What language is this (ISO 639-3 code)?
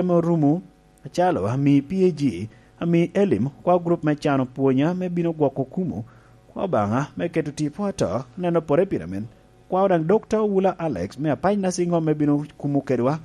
laj